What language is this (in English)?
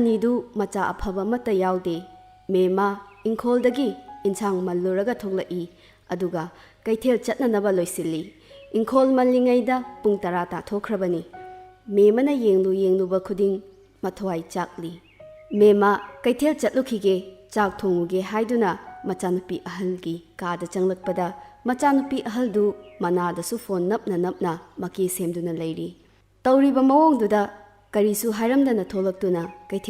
Manipuri